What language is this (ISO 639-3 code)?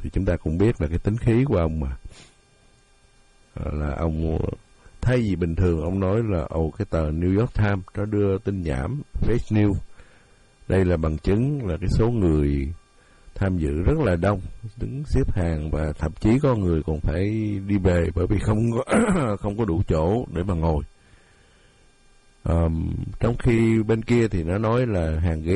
vie